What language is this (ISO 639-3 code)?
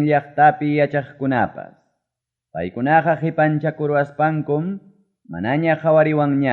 quy